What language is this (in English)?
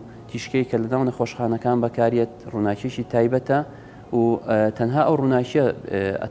Central Kurdish